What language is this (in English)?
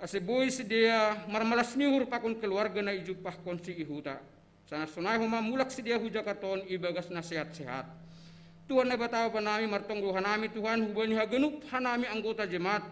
Batak Simalungun